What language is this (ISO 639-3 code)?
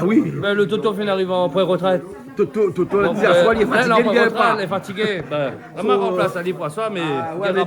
rcf